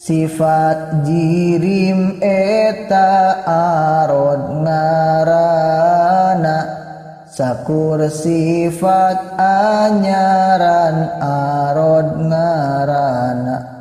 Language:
Sundanese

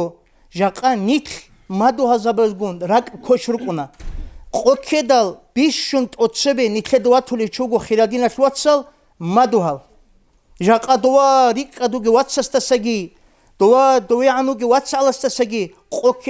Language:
Avaric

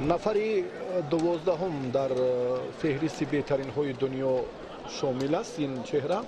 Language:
Tajik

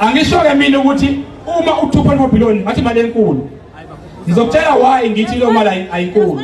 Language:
Zulu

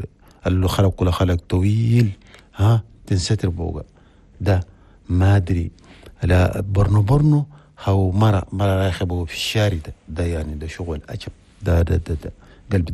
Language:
Chadian Arabic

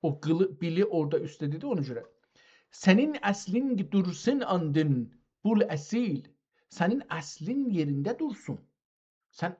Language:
South Azerbaijani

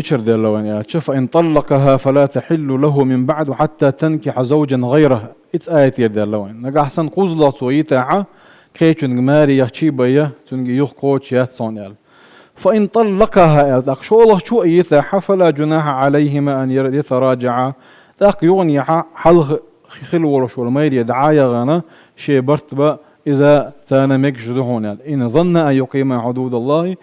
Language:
Chechen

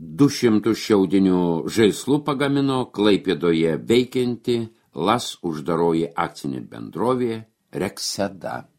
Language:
Lithuanian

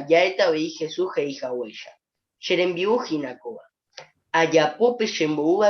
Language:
Guarani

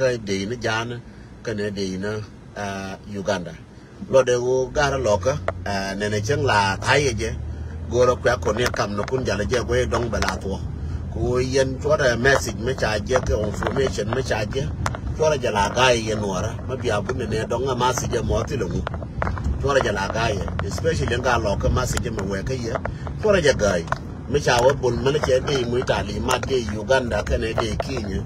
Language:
Nuer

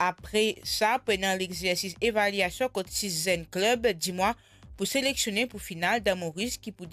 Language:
Morisyen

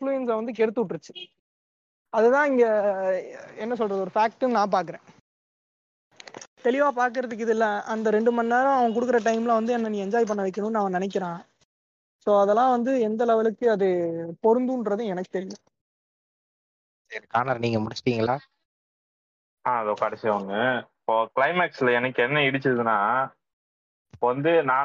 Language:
Tamil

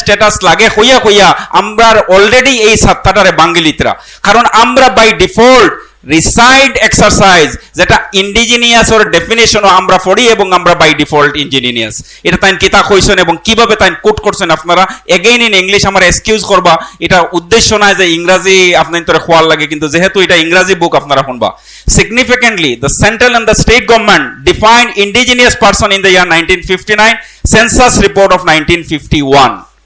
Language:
Sylheti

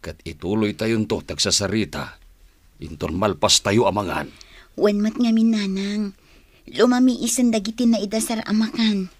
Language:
Iloko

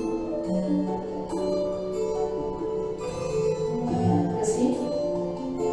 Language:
Estonian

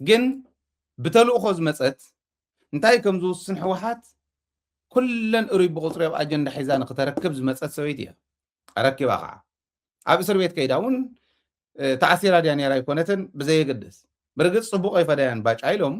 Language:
Tigrinya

